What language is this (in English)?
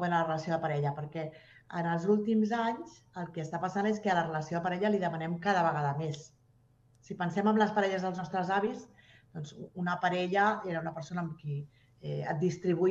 Catalan